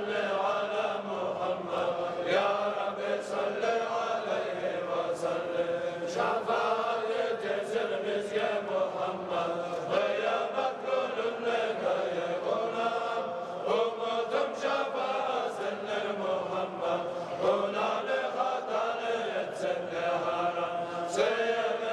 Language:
Kumyk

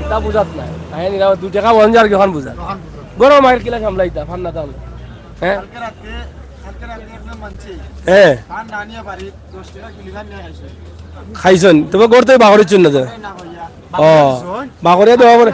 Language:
Sylheti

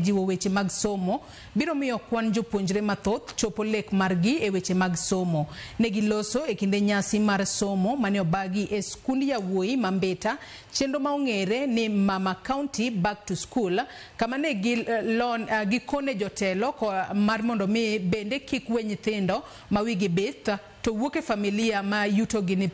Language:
Luo (Kenya and Tanzania)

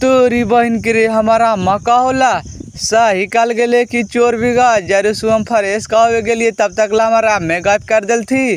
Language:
Magahi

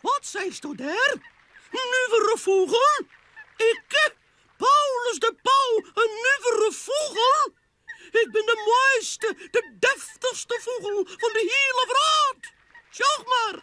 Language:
Western Frisian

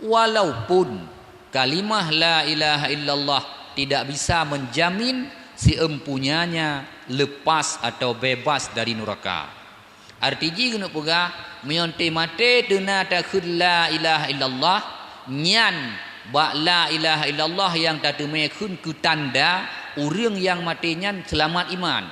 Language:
Achinese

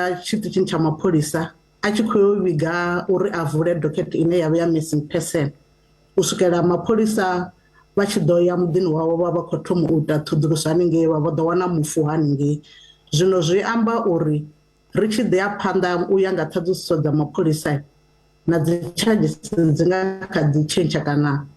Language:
Venda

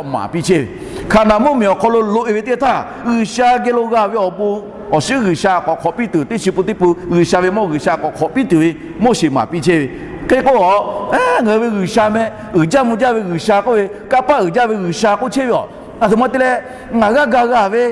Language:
Lahu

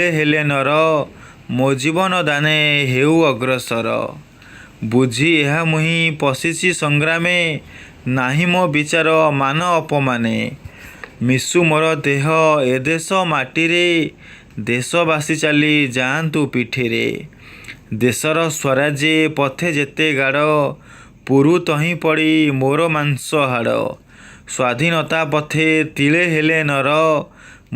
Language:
Odia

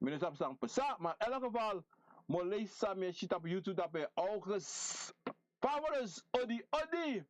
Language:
Sranan Tongo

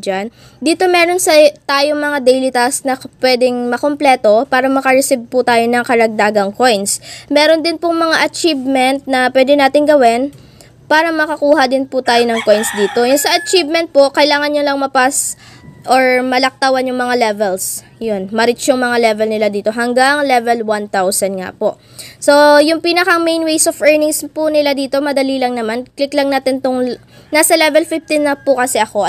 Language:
Filipino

